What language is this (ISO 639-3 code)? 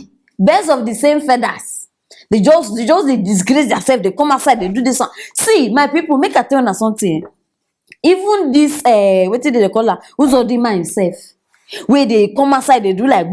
pcm